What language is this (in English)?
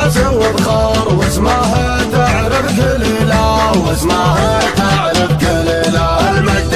Arabic